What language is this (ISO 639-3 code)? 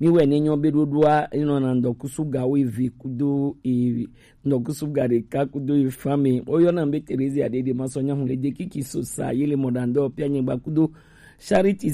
gej